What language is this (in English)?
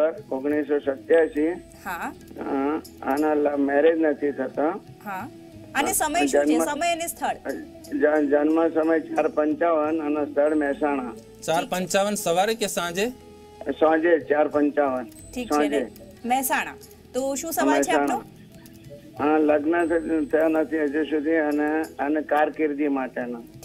Gujarati